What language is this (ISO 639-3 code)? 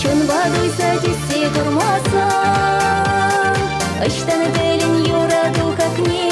chv